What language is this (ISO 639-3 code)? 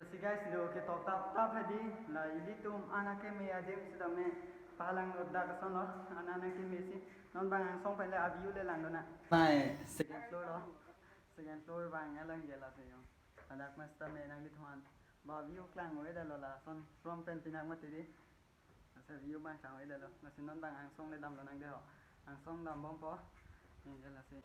mjw